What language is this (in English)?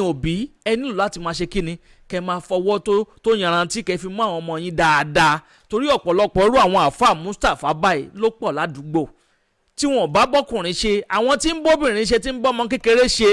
Yoruba